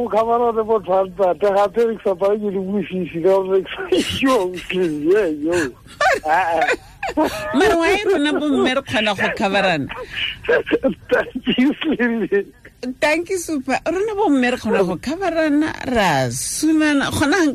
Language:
Tswana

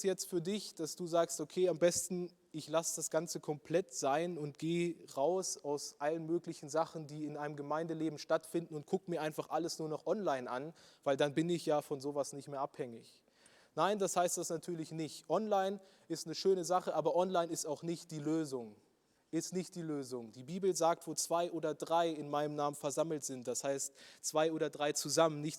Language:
Swiss German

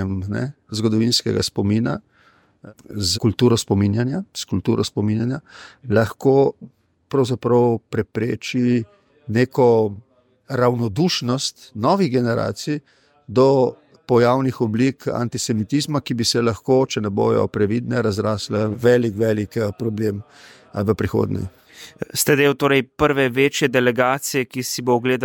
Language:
Slovenian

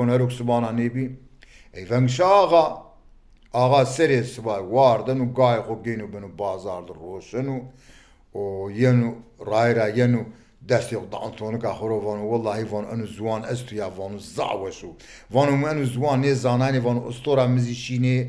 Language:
Zaza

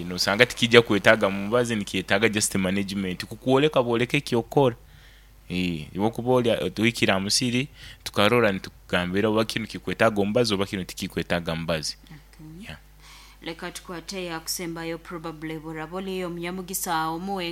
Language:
Nyoro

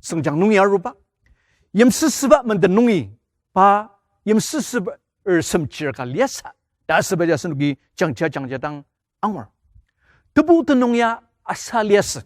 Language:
Ao Naga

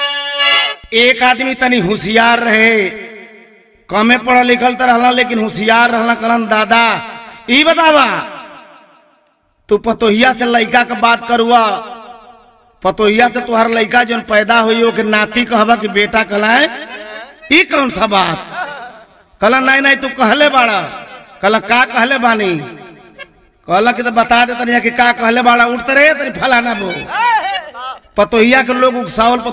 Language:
Bhojpuri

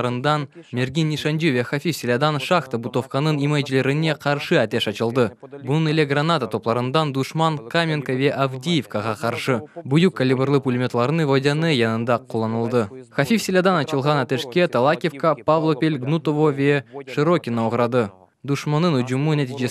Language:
Crimean Tatar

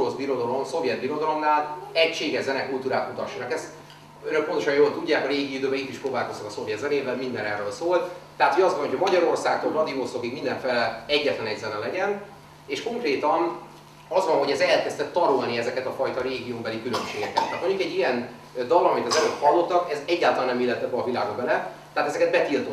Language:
Hungarian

